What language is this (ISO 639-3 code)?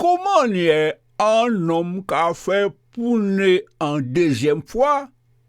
gcf